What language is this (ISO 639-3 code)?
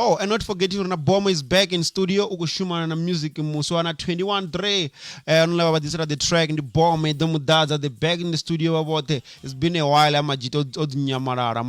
ven